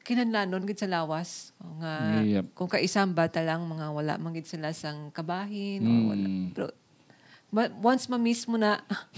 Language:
Hiligaynon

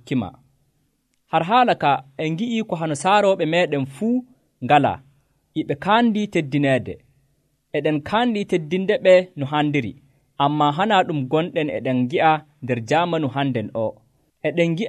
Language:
Nigerian Fulfulde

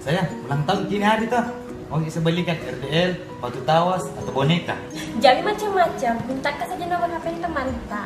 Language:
Makassar Malay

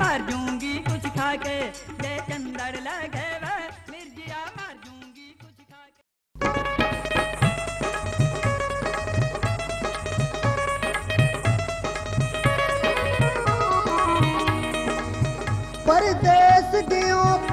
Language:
Punjabi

